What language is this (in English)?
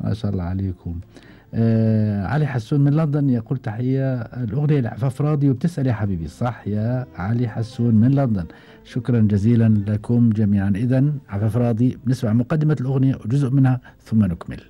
Gulf Arabic